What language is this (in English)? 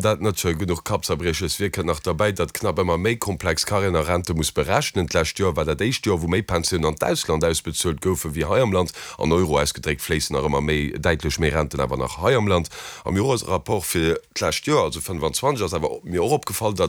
Luxembourgish